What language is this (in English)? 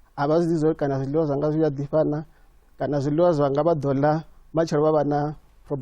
Venda